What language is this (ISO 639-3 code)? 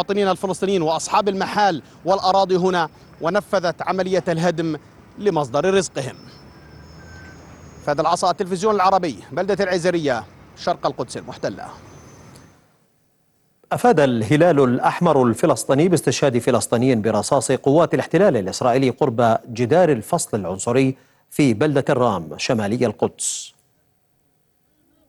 ara